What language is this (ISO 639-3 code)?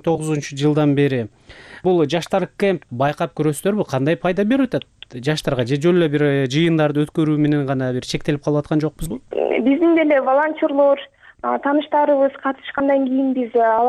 kir